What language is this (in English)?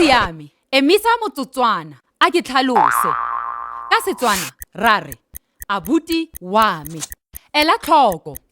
Tswana